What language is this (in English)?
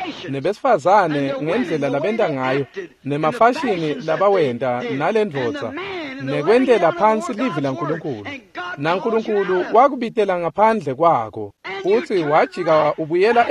Swati